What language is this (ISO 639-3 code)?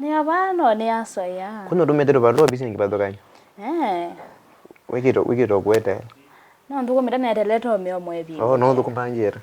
kam